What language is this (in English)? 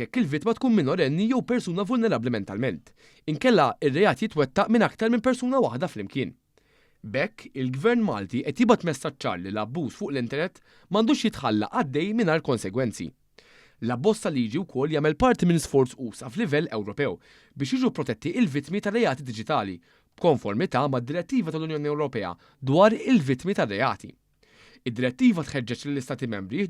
Maltese